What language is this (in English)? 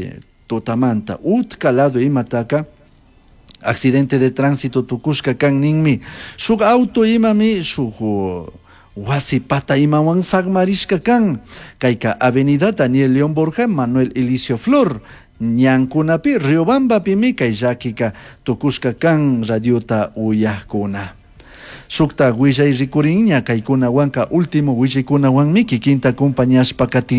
Chimborazo Highland Quichua